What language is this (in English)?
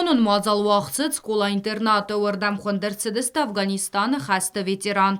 Ossetic